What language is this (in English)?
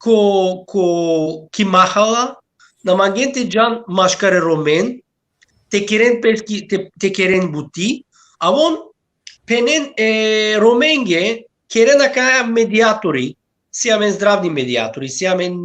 Balkan Romani